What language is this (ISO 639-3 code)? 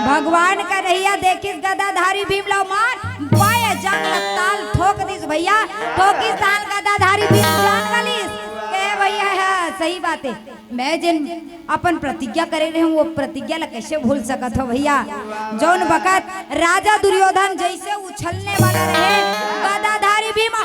hne